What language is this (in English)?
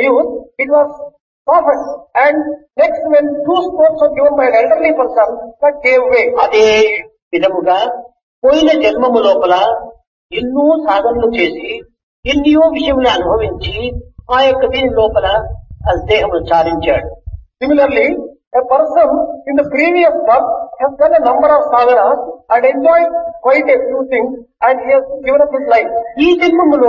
Telugu